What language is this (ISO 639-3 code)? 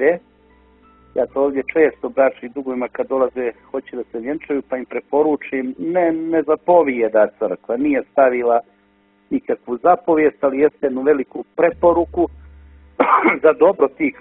hrv